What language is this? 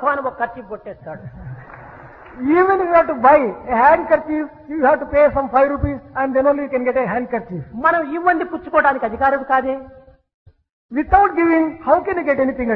Telugu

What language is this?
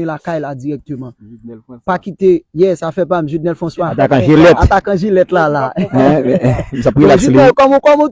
Haitian Creole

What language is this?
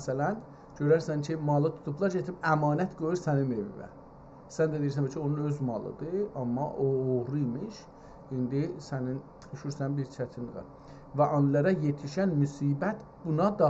South Azerbaijani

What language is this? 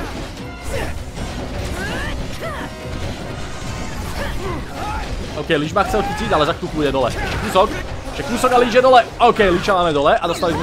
Slovak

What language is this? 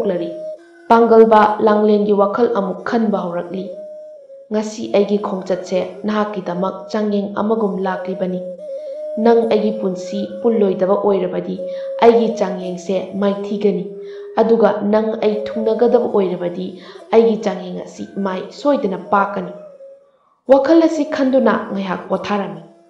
Manipuri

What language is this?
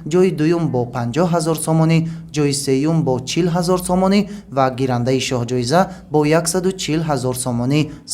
Tajik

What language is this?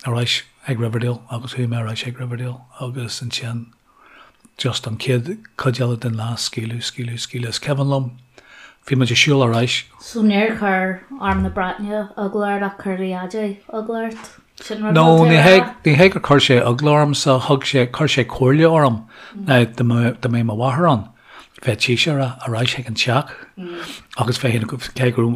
Irish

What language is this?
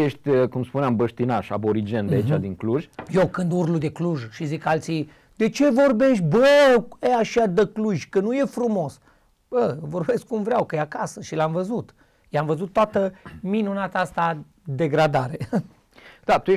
Romanian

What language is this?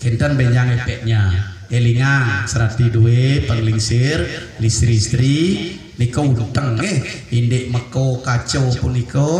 Balinese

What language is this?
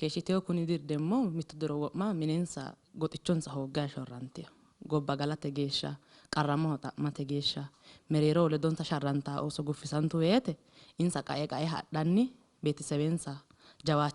Sidamo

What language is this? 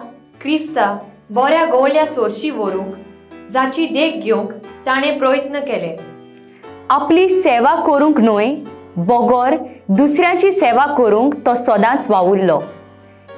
Konkani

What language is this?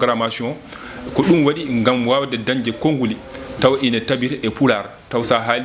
Fula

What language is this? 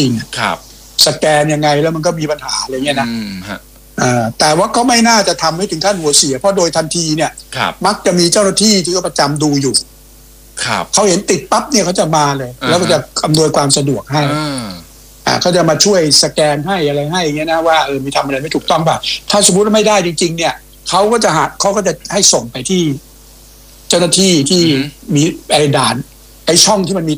Thai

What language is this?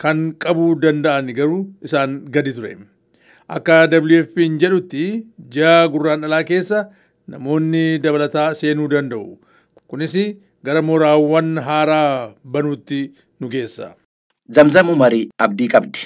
Oromo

